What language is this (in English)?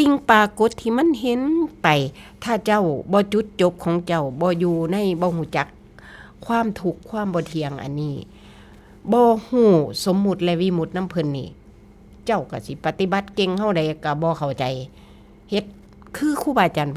Northeastern Thai